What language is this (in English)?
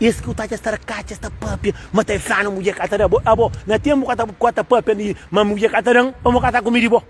Kabuverdianu